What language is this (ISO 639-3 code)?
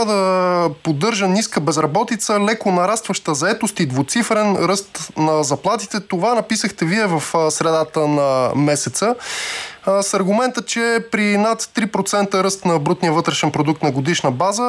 bul